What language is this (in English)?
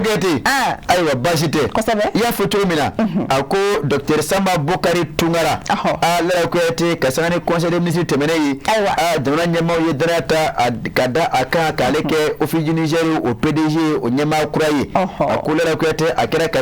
Bambara